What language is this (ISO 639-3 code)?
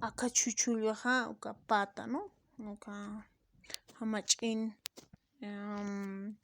aym